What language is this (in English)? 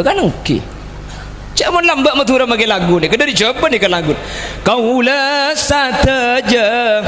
Madurese